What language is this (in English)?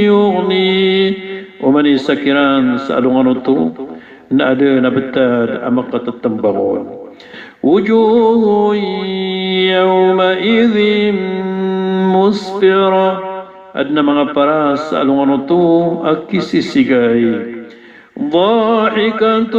Maranao